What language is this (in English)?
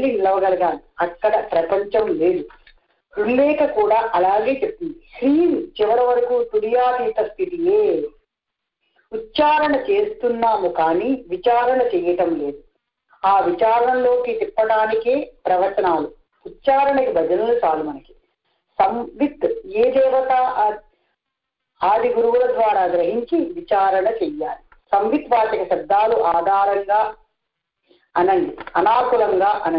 Telugu